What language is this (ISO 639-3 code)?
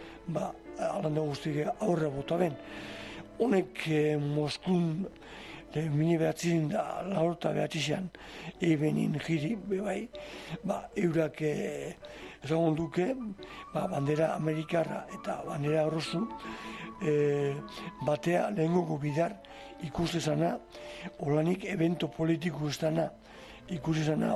eus